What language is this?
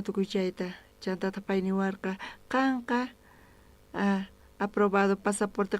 South Bolivian Quechua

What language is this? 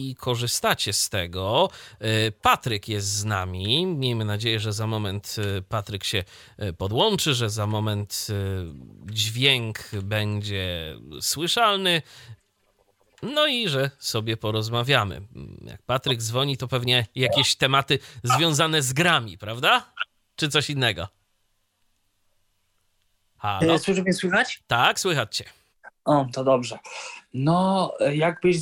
Polish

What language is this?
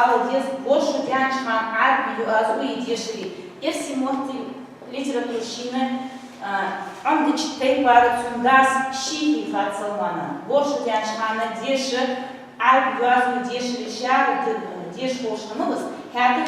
Ingush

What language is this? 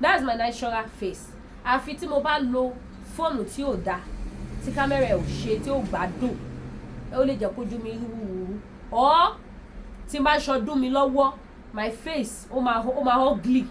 Yoruba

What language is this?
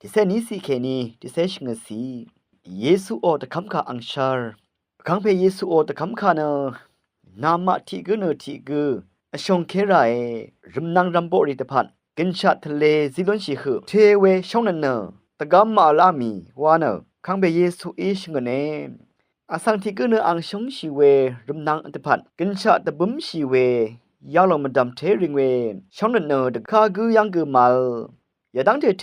Rawang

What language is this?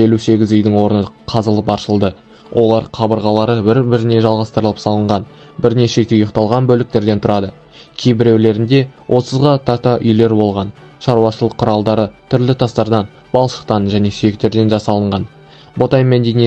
Kazakh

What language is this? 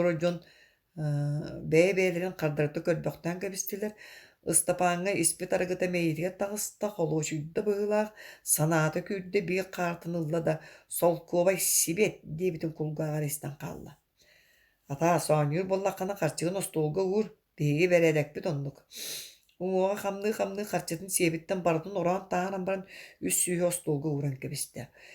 Yakut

